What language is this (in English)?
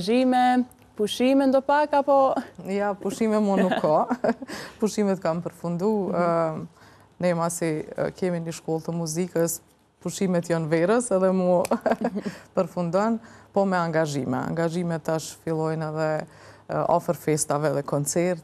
Albanian